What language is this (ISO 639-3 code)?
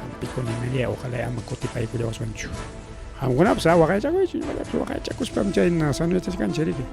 quy